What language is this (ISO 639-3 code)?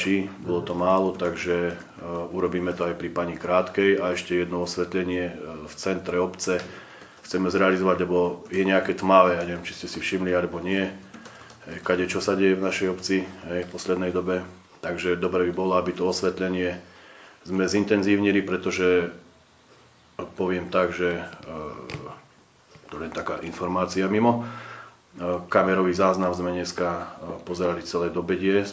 slk